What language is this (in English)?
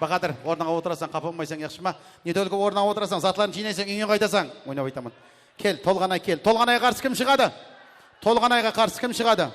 Kara-Kalpak